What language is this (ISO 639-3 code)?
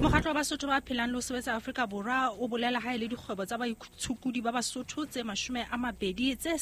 sot